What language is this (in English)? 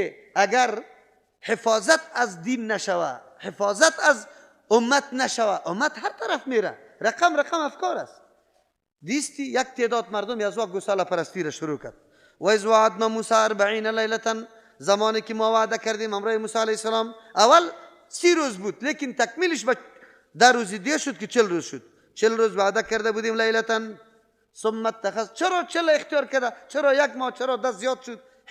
Persian